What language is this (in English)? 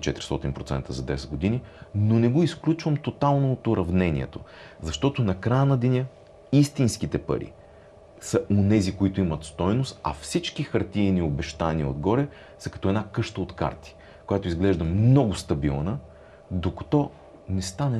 Bulgarian